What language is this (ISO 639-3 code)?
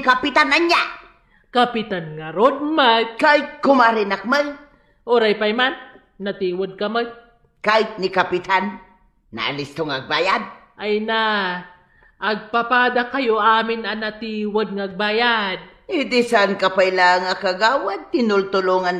ilo